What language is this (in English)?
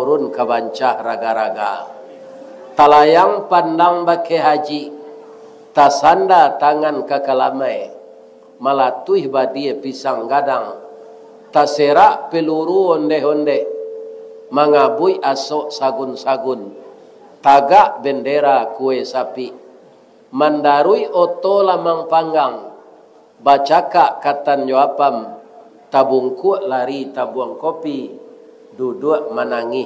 Minangkabau